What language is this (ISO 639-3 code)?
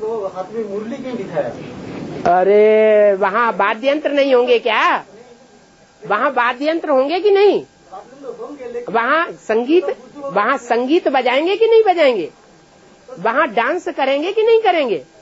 hin